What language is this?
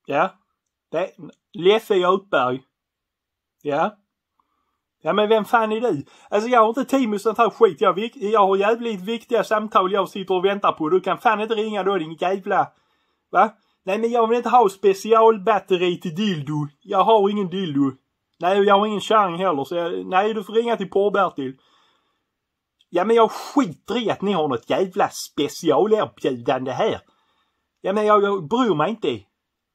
Swedish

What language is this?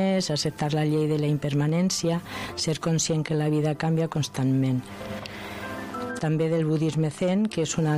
Catalan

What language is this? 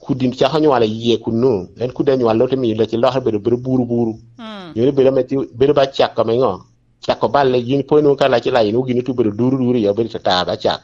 Lango (Uganda)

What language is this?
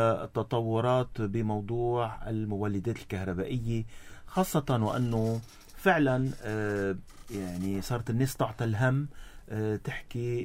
North Levantine Arabic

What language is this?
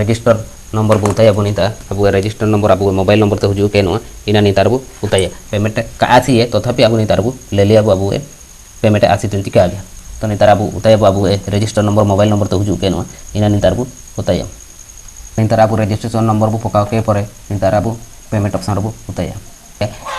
Santali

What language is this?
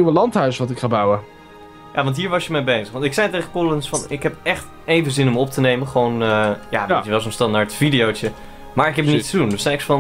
Dutch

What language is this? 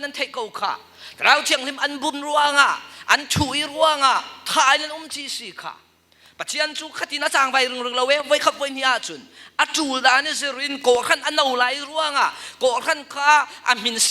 Falam Chin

